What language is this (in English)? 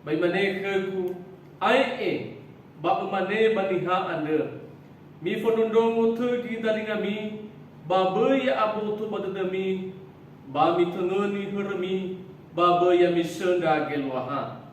Nias